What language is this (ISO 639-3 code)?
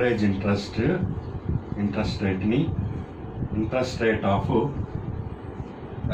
tel